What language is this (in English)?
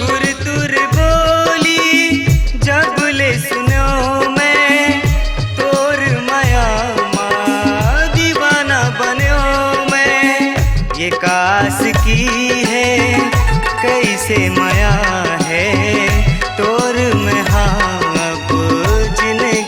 Chhattisgarhi